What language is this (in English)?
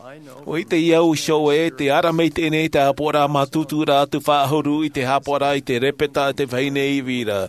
Tahitian